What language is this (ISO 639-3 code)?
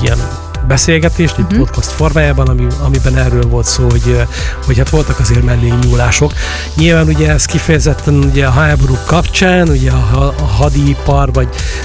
hun